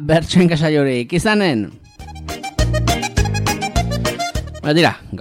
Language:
Basque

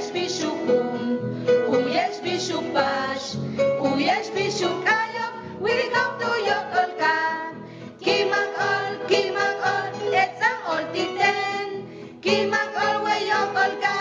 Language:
Yucateco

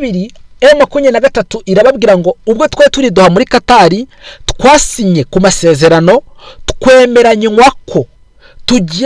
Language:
Kinyarwanda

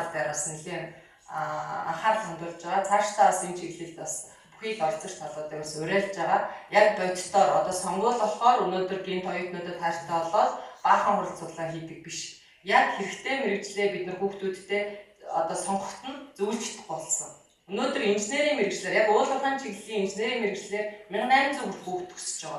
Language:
Mongolian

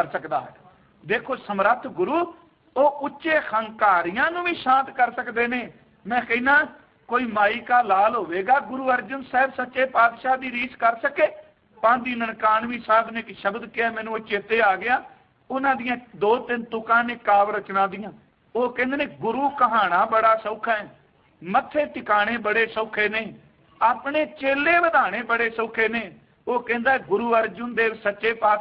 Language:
Punjabi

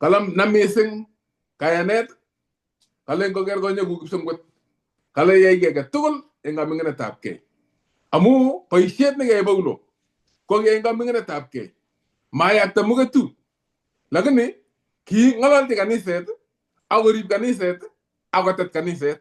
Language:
Kalenjin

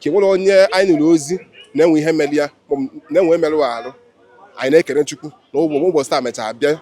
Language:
Igbo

